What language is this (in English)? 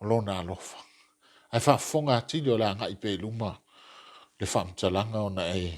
Samoan